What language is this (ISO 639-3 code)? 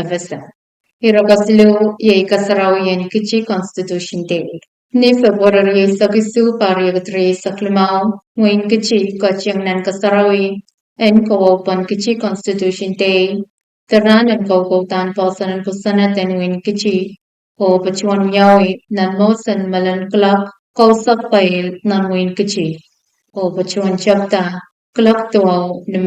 pon